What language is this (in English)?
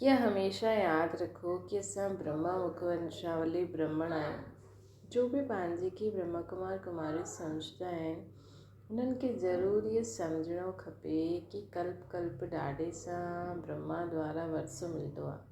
Sindhi